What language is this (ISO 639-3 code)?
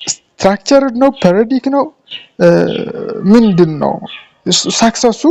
amh